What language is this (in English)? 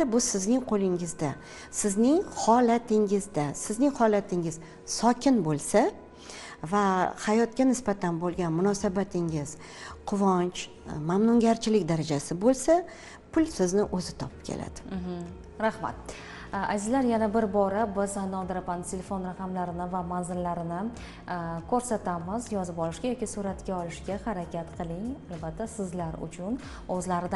Uzbek